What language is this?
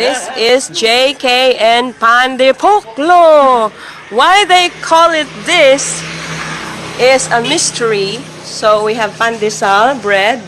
Hiligaynon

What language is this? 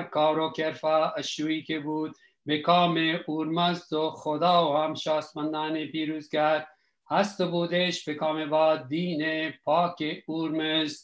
Persian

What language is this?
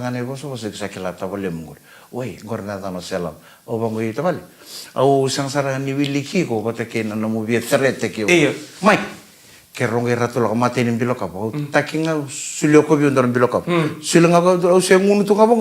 Fijian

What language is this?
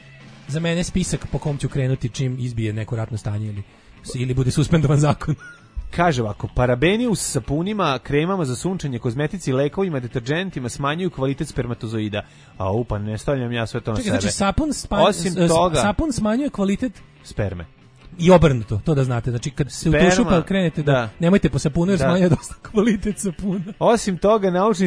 Serbian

